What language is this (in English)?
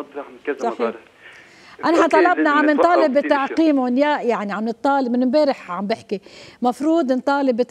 North Levantine Arabic